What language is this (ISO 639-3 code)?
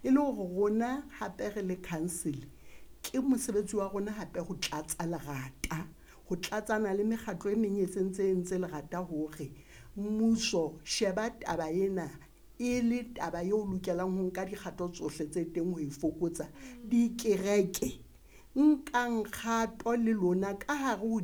sot